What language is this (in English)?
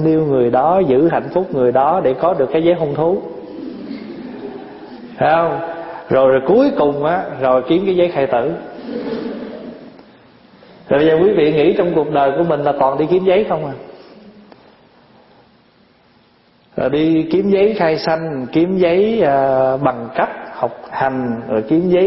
Vietnamese